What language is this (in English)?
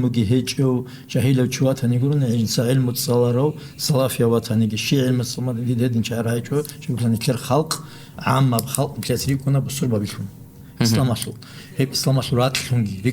Avaric